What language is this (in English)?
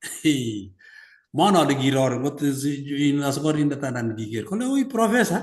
Kalenjin